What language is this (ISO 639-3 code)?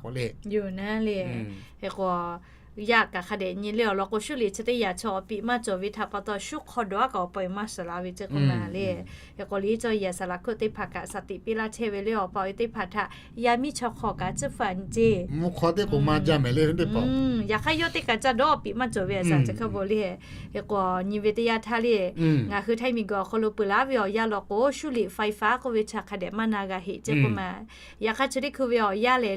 lhu